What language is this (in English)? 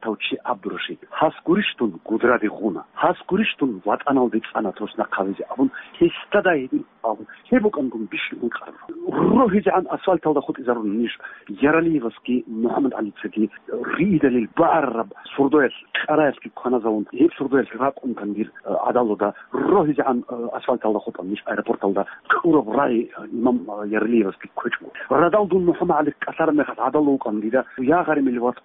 Avaric